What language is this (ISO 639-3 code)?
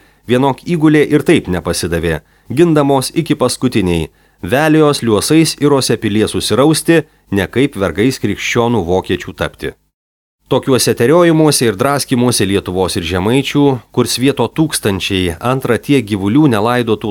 lit